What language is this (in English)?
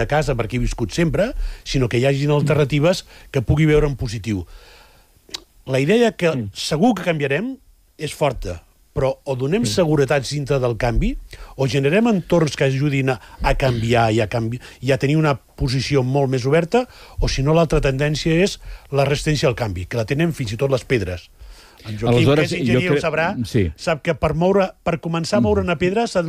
Catalan